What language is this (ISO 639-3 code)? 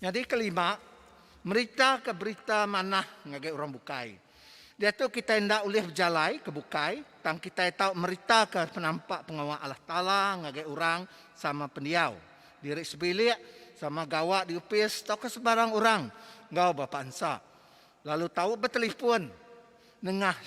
iba